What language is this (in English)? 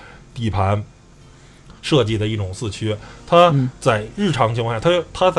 Chinese